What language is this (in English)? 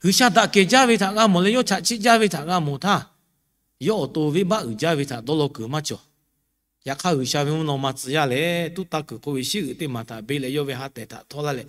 Lahu